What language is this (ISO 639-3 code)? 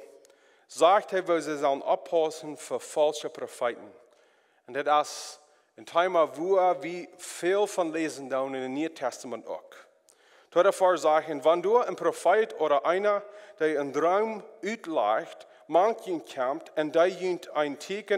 pdt